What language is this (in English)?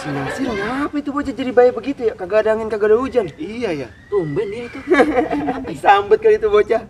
Betawi